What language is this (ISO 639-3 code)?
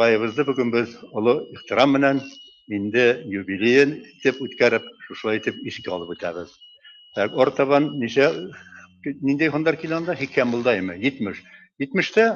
bak